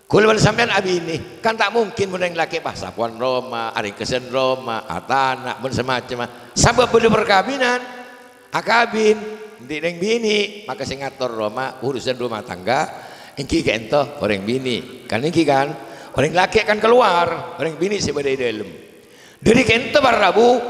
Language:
Madurese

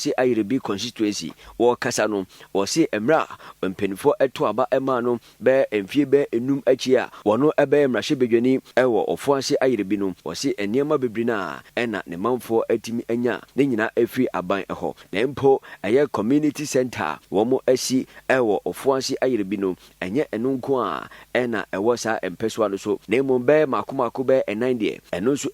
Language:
Akan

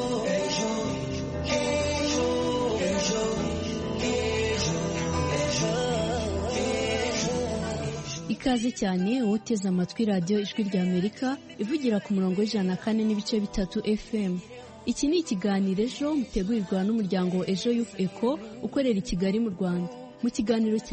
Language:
Kinyarwanda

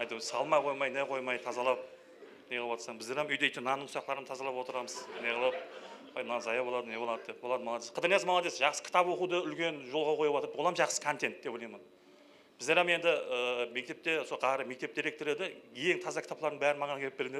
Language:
Kara-Kalpak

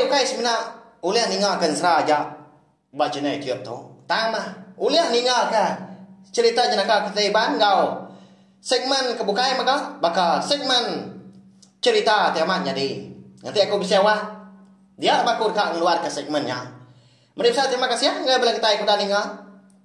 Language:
Iban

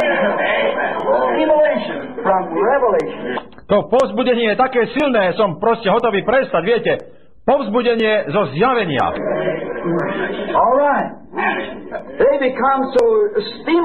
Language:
Slovak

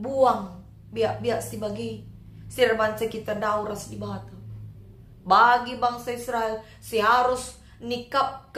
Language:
Batak Karo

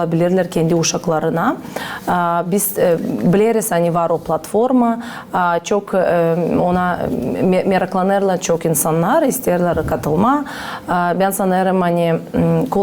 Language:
Gagauz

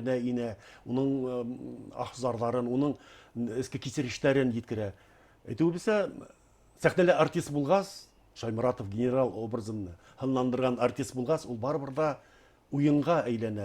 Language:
Bashkir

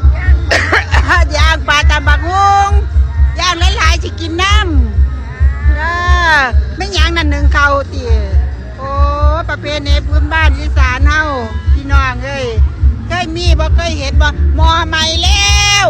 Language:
Northeastern Thai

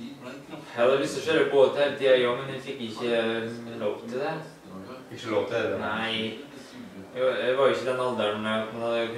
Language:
Norwegian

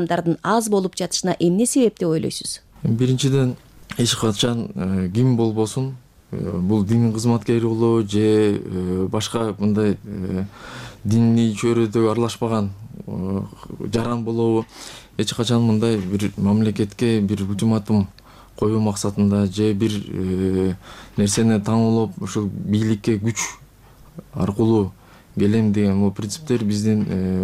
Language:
Kyrgyz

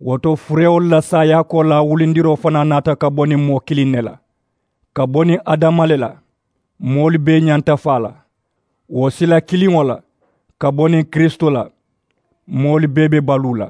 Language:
Mandingo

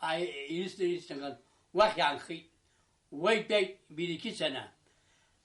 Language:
Abkhazian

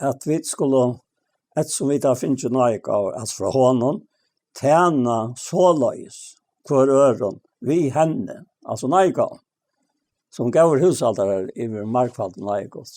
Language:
Faroese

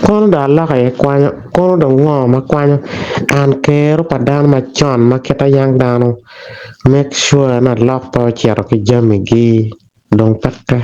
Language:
Acoli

